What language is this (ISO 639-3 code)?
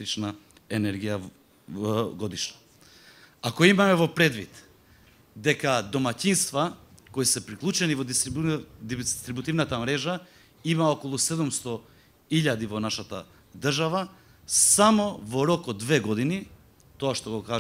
mkd